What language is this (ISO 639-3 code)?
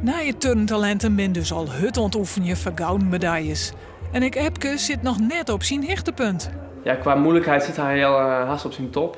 fry